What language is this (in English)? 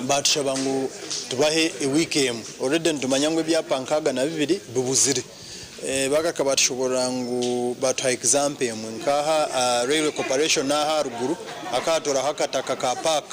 Nyankole